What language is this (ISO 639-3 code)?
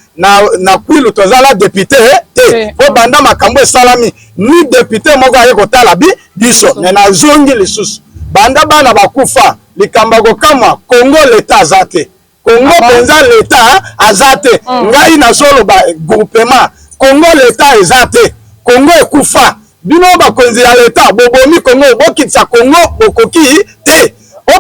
lin